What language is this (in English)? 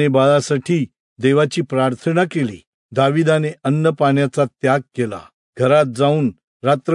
Marathi